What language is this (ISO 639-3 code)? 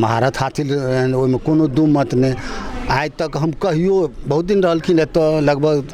mai